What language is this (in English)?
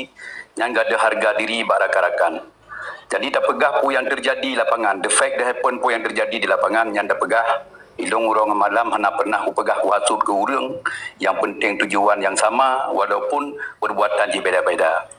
Achinese